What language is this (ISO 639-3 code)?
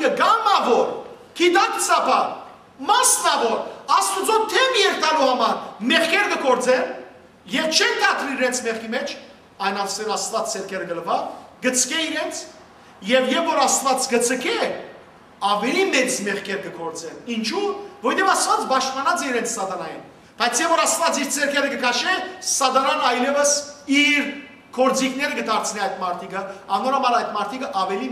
hyw